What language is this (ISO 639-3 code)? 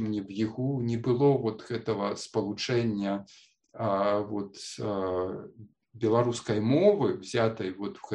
bel